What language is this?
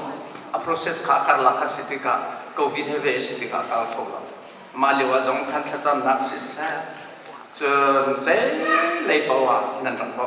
Hakha Chin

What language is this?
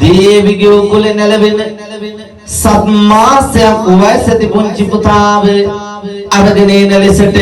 Sinhala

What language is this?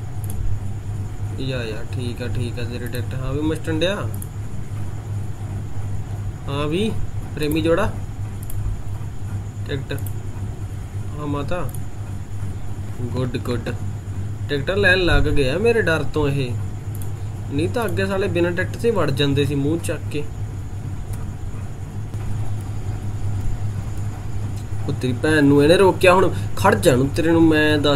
Punjabi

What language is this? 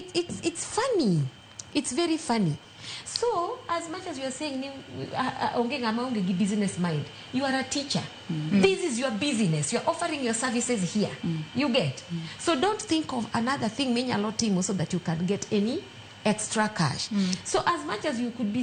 Luo (Kenya and Tanzania)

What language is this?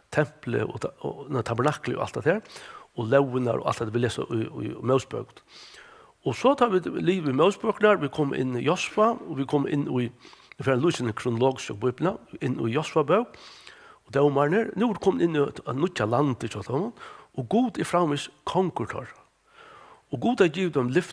Faroese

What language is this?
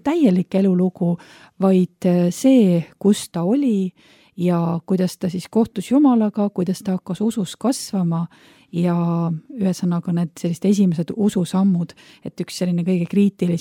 Estonian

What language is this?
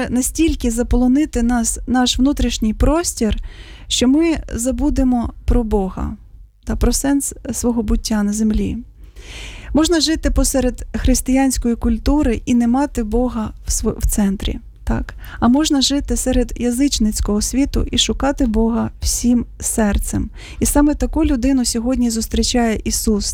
Ukrainian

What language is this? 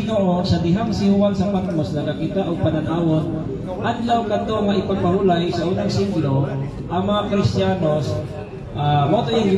Cebuano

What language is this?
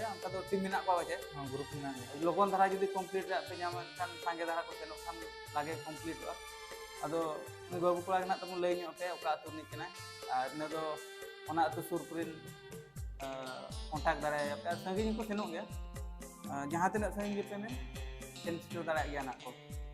Santali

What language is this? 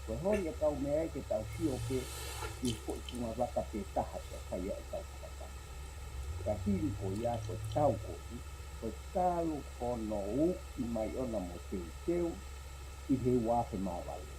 Tongan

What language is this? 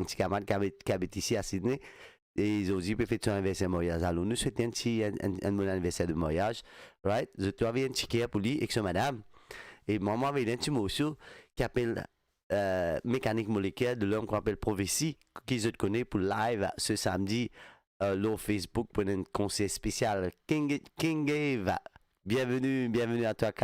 Morisyen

